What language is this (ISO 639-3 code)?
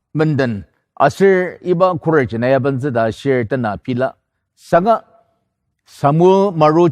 njo